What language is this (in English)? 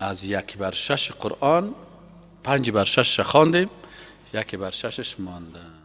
Persian